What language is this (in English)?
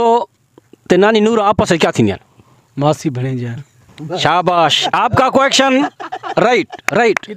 Saraiki